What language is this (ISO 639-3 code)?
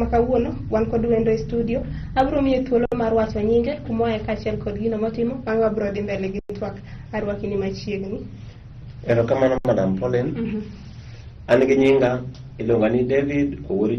luo